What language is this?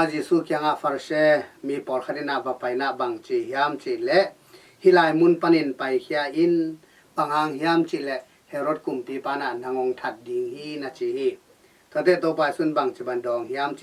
Tedim Chin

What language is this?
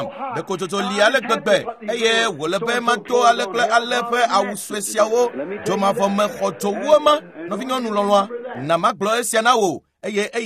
Ewe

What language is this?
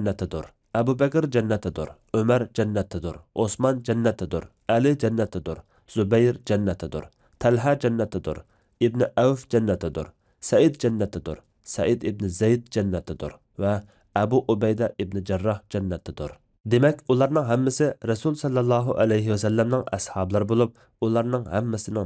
Uyghur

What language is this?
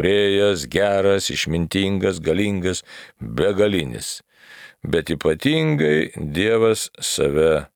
Lithuanian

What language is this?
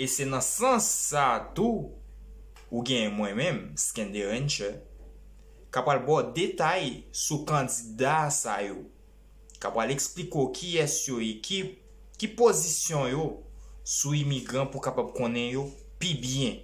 Haitian Creole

